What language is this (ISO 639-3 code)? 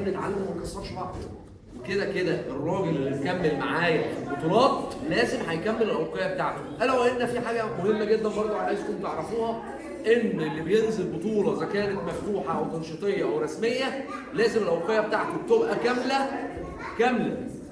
arz